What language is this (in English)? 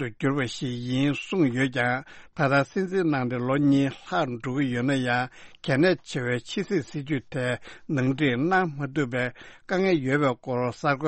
Tibetan